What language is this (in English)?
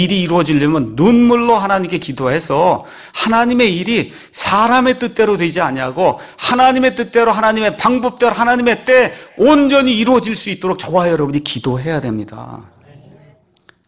Korean